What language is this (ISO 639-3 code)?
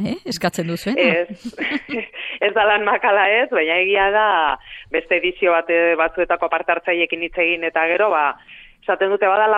eus